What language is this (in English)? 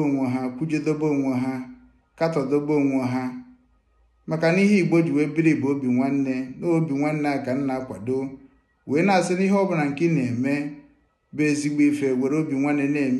Igbo